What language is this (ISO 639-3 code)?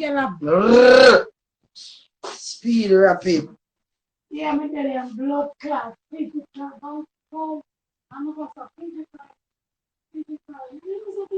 jam